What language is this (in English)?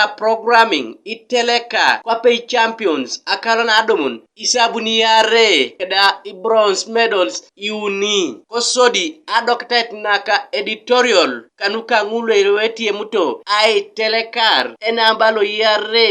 Teso